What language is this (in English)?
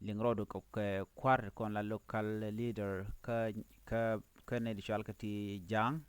Nuer